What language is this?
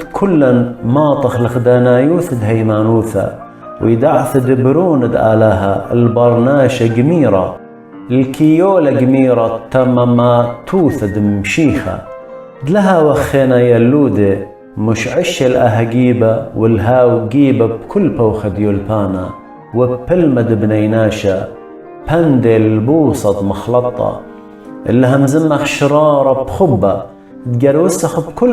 Assyrian Neo-Aramaic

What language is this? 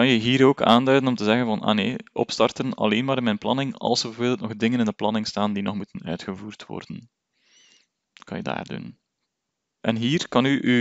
Dutch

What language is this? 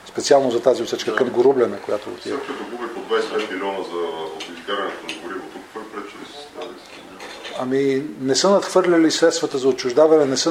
Bulgarian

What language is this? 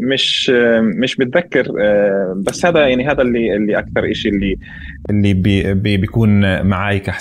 North Levantine Arabic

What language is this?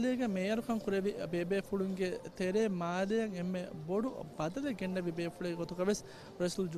Divehi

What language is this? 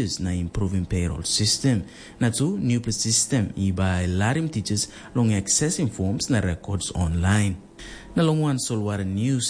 Tok Pisin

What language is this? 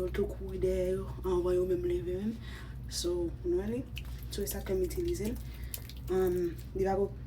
Haitian Creole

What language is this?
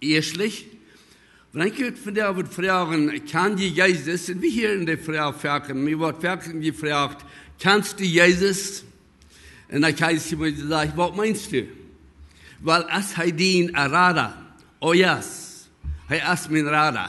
Plautdietsch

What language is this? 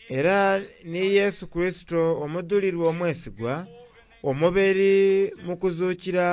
Soga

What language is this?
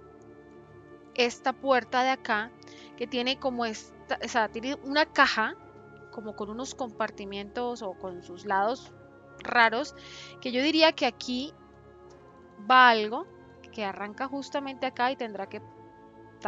Spanish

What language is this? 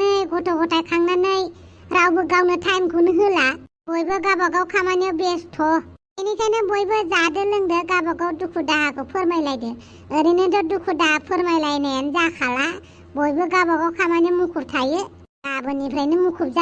Bodo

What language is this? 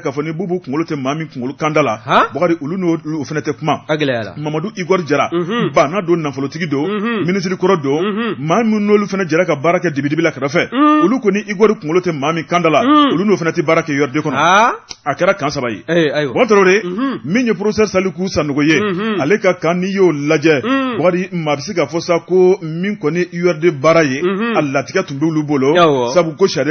Bambara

